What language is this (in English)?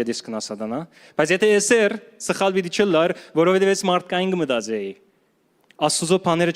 Western Armenian